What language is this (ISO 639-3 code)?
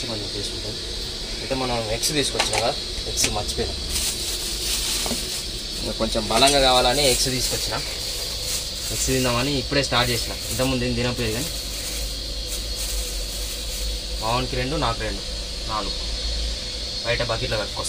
tel